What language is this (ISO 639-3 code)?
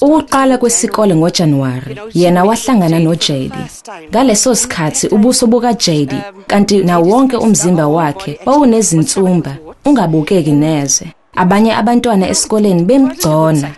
zul